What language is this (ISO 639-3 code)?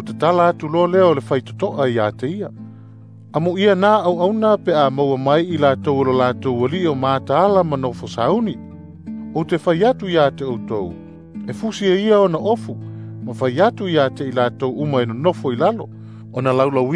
smo